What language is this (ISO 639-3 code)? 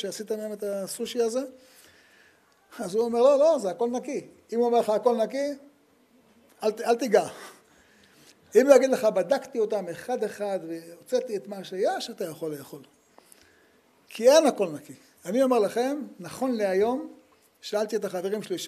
heb